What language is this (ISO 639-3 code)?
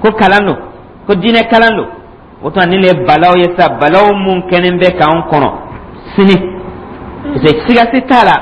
dyu